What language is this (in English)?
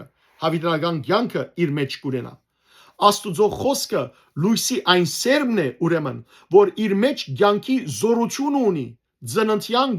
Western Armenian